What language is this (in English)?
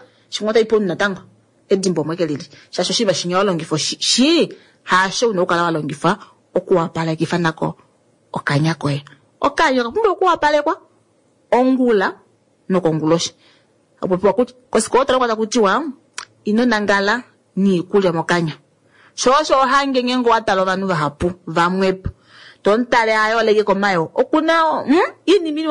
Kuanyama